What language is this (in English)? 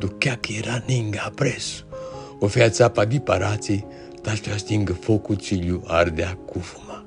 Aromanian